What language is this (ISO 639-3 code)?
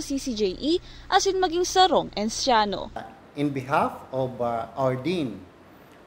bik